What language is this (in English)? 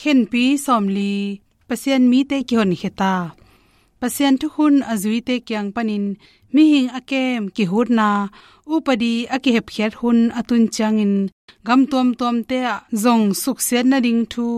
Tedim Chin